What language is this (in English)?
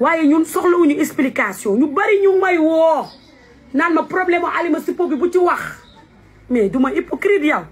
Wolof